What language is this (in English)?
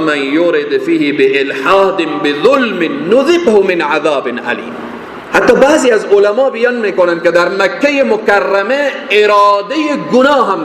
Persian